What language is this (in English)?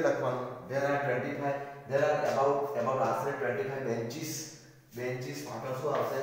Gujarati